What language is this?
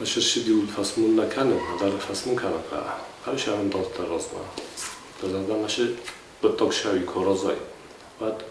Ossetic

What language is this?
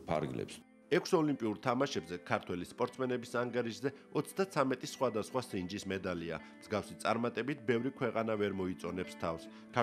Georgian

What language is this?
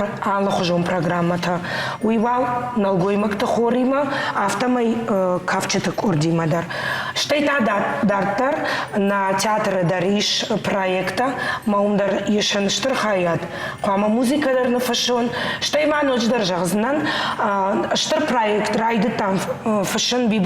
Ossetic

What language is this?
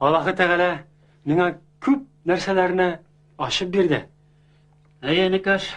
Tatar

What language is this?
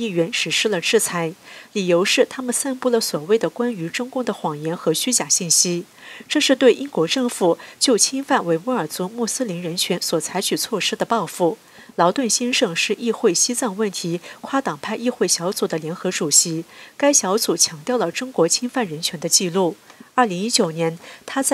Chinese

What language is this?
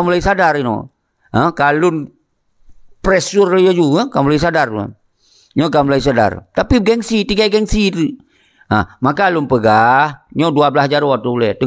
Achinese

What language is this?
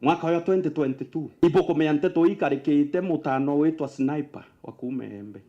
Meru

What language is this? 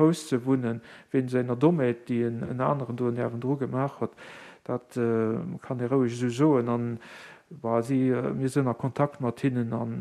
Luxembourgish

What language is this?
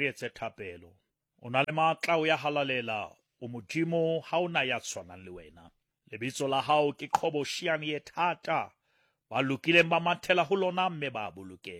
Southern Sotho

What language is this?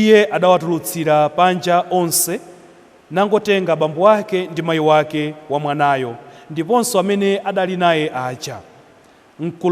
Nyanja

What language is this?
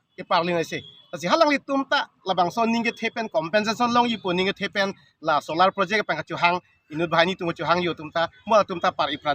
Karbi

